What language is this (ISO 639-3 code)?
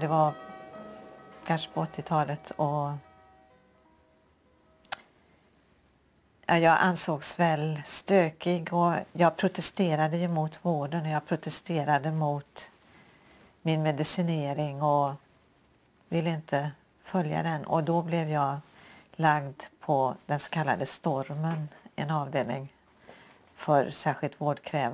swe